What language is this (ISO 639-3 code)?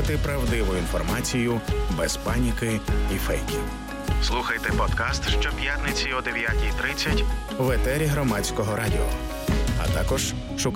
ukr